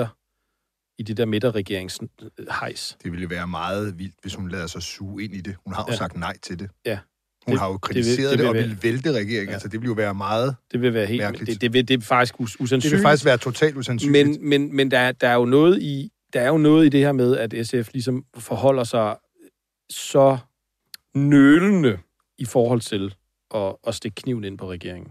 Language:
Danish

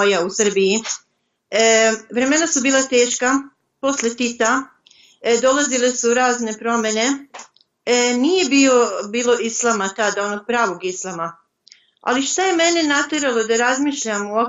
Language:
Bosnian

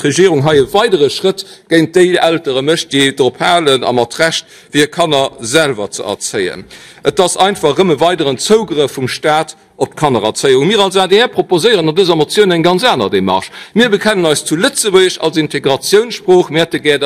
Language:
Luxembourgish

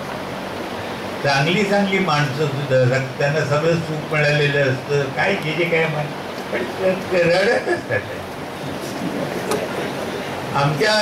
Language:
Marathi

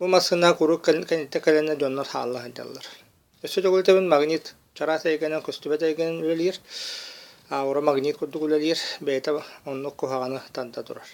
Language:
Yakut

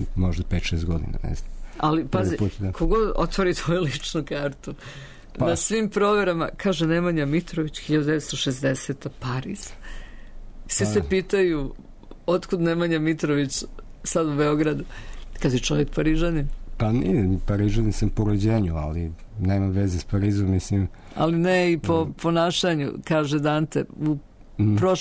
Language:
Serbian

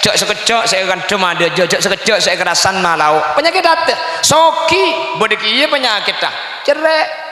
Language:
Madurese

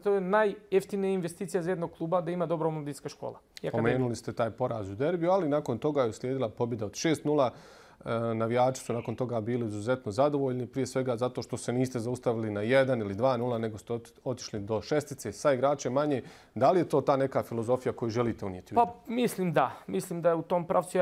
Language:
Bosnian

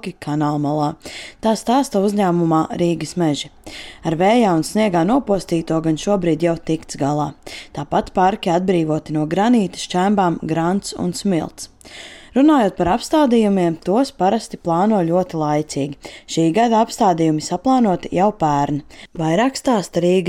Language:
Latvian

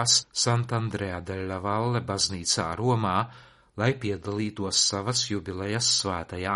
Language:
Latvian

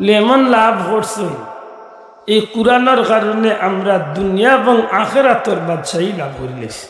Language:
Sylheti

